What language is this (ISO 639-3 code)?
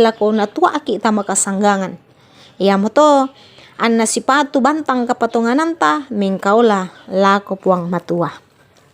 sda